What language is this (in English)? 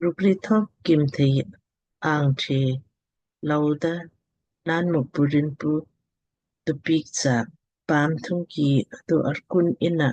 Lamkang